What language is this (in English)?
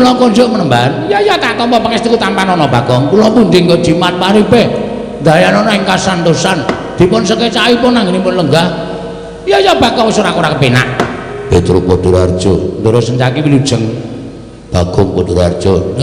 Javanese